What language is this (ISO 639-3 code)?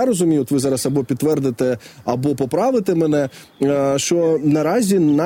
ukr